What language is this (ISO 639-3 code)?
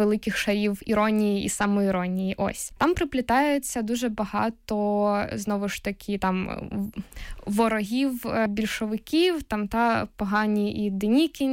ukr